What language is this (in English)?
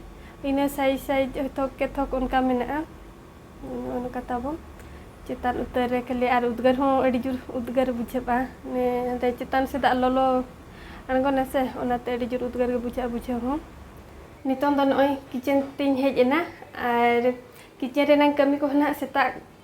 Santali